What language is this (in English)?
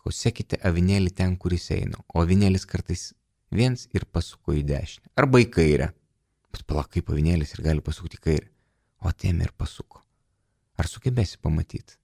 Lithuanian